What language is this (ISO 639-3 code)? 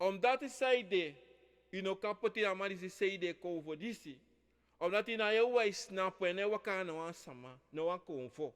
srn